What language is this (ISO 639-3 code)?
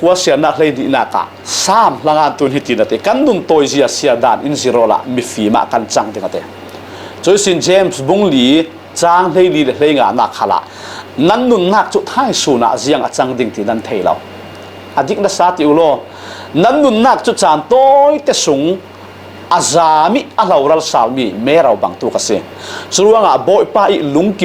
cfm